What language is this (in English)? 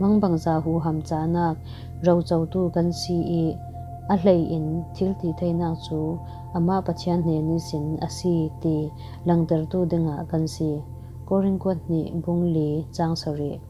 Falam Chin